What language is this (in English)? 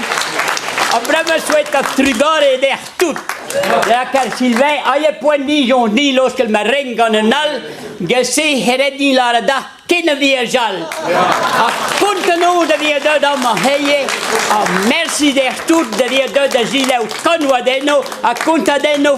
Breton